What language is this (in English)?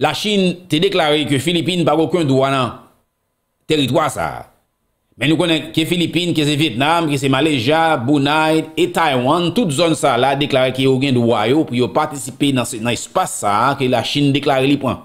Haitian Creole